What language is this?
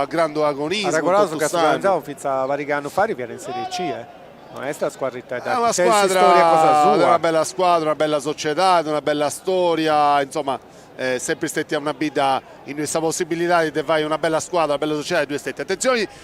Sardinian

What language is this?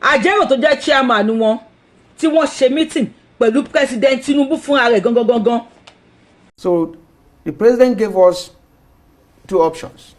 Yoruba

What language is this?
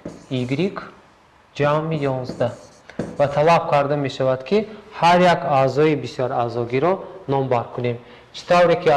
Tajik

